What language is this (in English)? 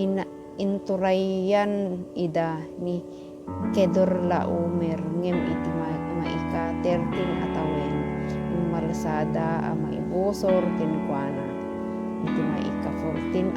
Iloko